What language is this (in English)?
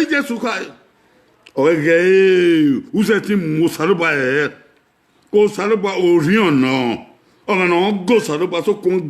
Bini